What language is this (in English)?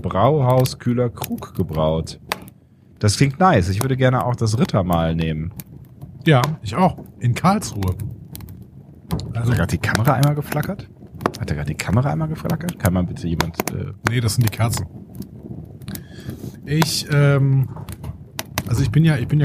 German